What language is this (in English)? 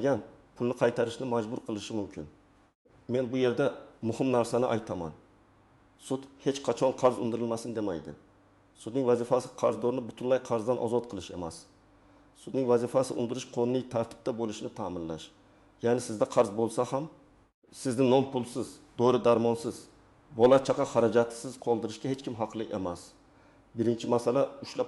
Uzbek